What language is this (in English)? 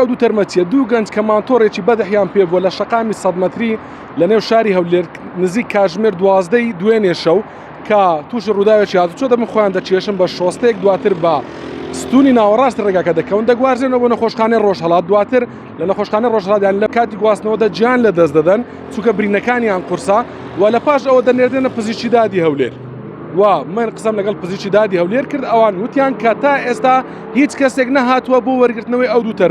Central Kurdish